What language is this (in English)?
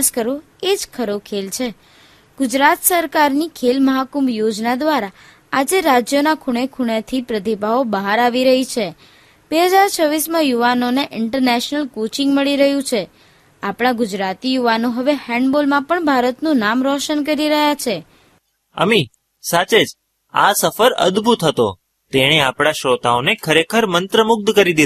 Gujarati